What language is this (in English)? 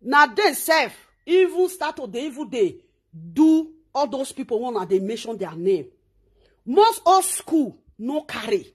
Nigerian Pidgin